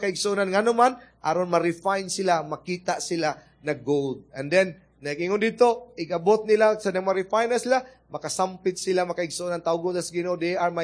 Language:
Cebuano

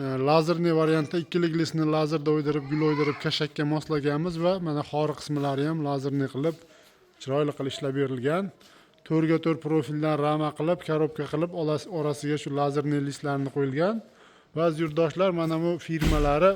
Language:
Uzbek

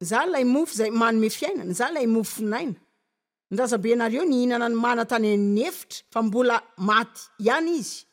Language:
Malagasy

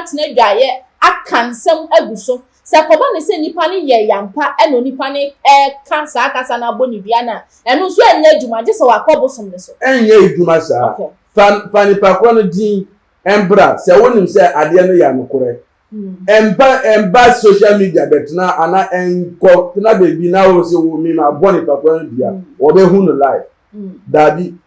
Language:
Akan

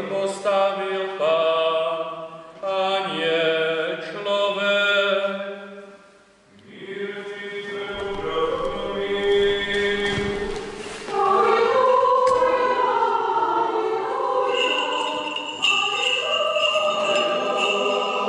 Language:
Slovak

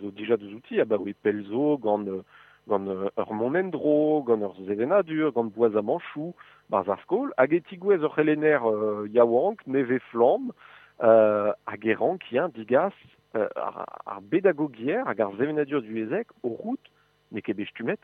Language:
Breton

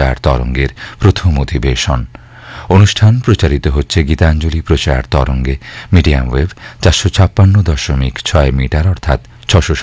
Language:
Bangla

